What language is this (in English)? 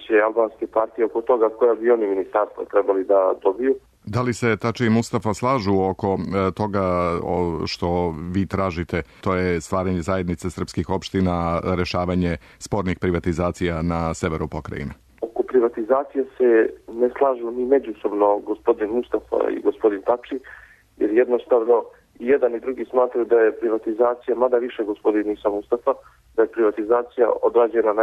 Serbian